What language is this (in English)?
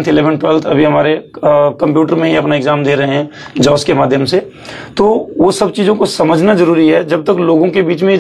Hindi